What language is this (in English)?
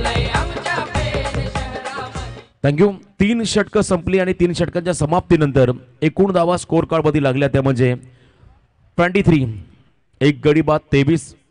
Marathi